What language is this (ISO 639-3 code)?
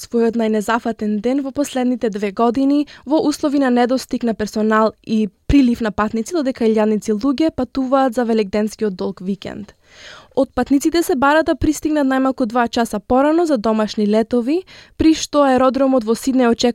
mkd